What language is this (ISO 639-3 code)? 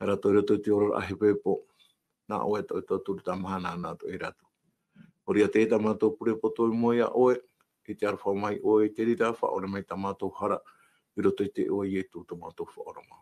tah